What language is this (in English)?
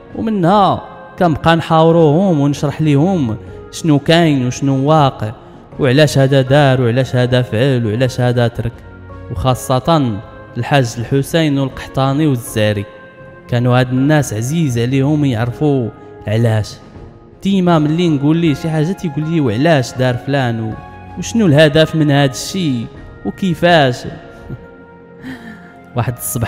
Moroccan Arabic